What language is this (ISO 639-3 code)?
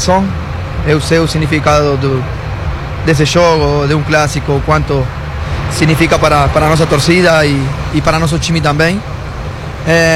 por